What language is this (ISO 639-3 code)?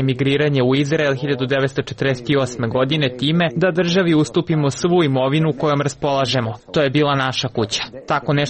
srp